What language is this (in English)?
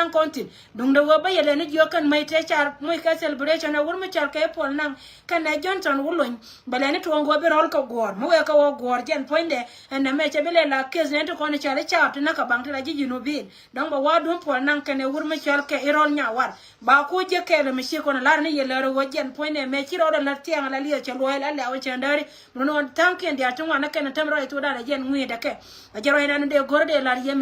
Nuer